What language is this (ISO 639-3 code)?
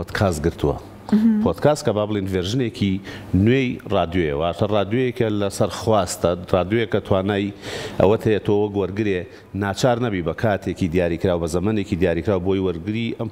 ckb